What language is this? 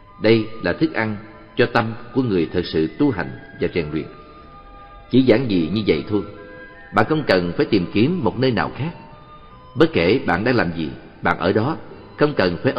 Vietnamese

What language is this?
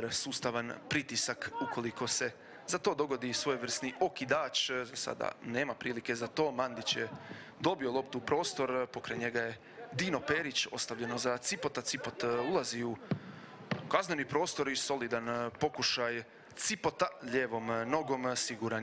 Croatian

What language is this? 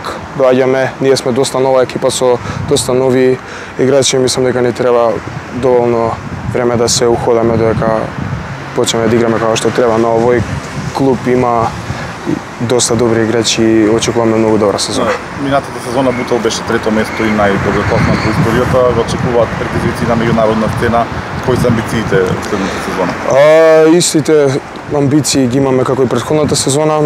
Macedonian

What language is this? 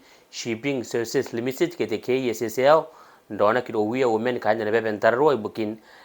Gilbertese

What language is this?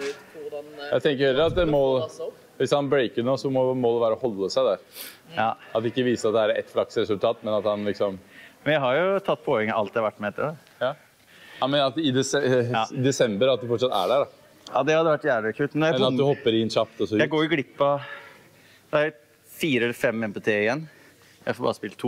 Norwegian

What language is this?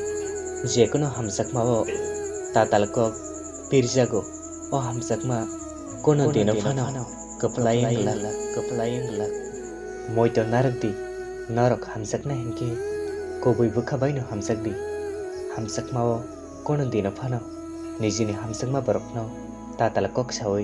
Kok Borok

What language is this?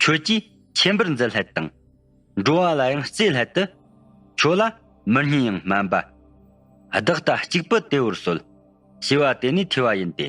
Tibetan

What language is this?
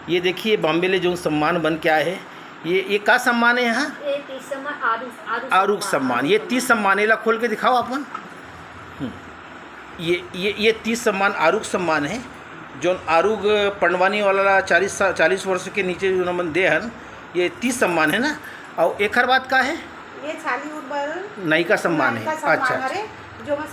Chhattisgarhi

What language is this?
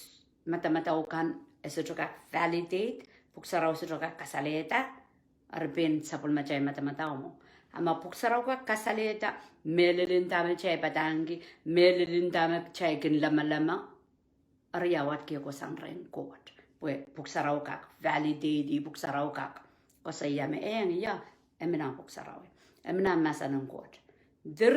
Pohnpeian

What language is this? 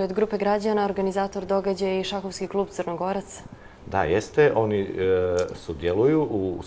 Bosnian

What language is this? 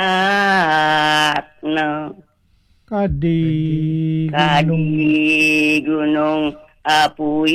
Balinese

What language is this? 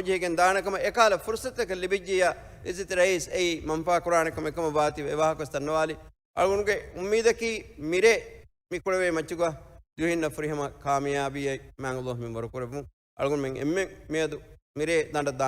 Divehi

